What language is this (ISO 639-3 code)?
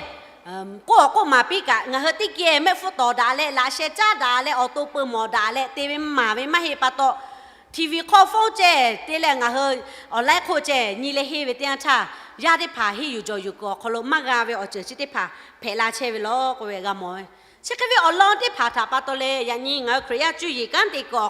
lhu